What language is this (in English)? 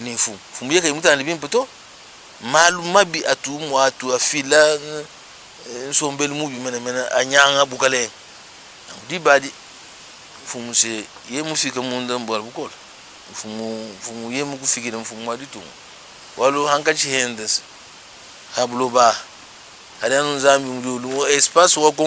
Luba-Lulua